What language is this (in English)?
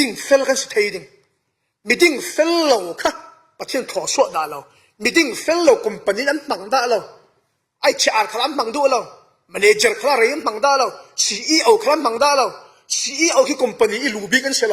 Falam Chin